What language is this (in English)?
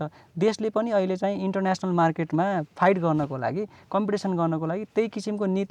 Nepali